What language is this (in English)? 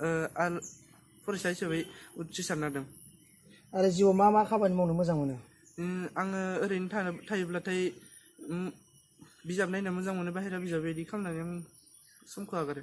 Bodo